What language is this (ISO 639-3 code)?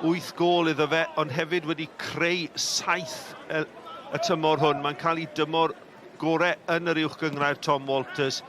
cym